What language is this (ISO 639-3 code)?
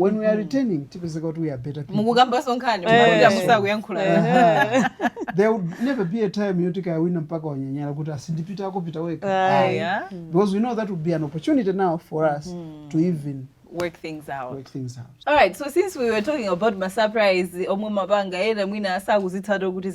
nya